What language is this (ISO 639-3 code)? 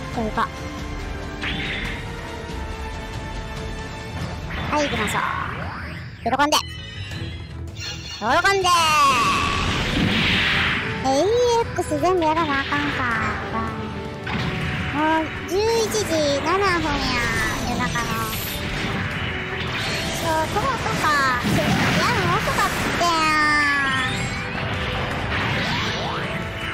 jpn